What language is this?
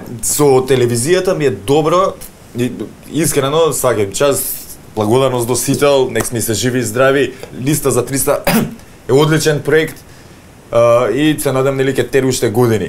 Macedonian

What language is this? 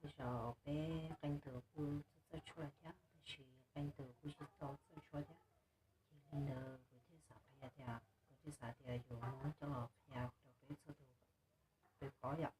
Hmong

